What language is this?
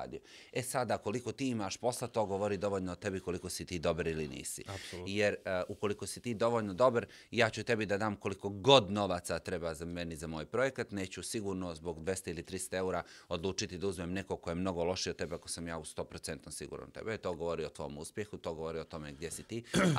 Bosnian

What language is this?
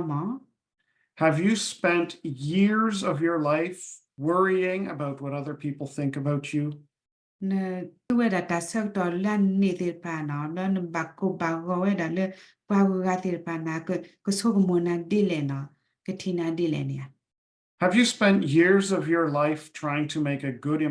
S'gaw Karen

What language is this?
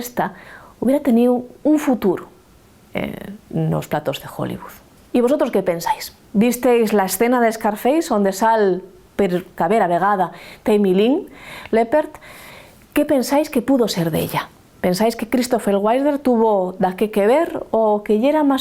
Asturian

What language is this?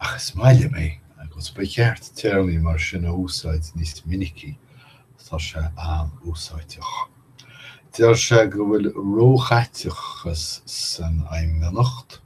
Irish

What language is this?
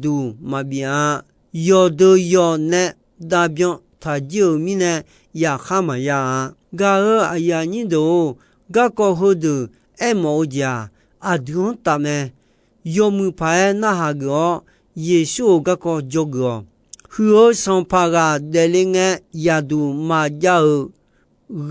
Akha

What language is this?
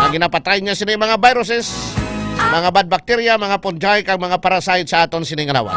Hiligaynon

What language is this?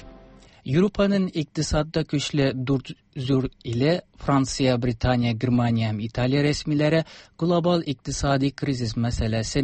Tatar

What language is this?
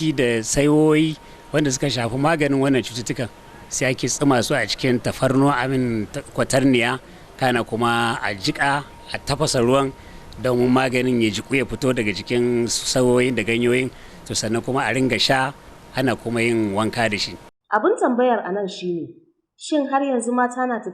Hausa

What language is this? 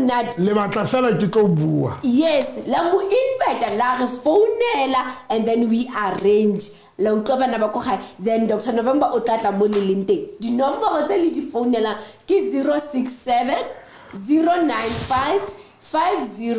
Southern Sotho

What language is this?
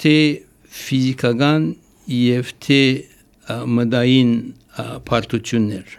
Armenian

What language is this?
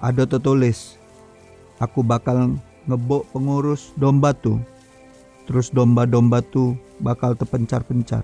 Musi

